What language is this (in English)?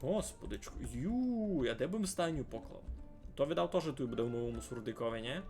Rusyn